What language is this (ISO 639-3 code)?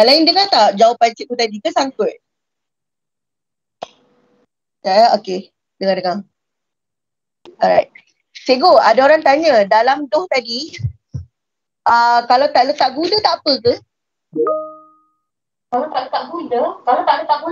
msa